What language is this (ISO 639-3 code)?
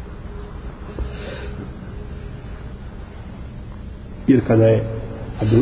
bos